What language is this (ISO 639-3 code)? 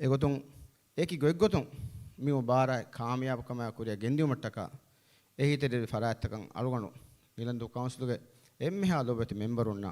div